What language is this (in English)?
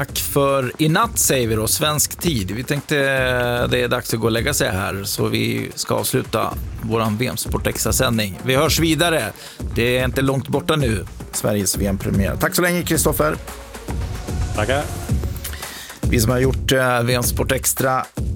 Swedish